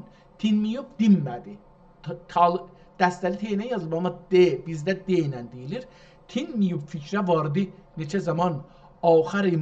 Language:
South Azerbaijani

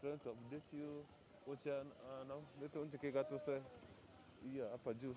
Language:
Gusii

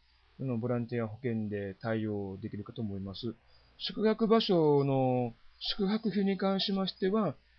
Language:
Japanese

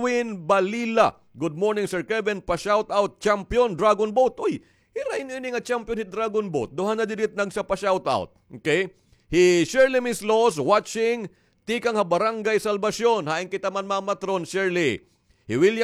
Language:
Waray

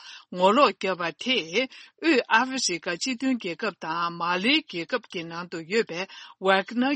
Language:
Tibetan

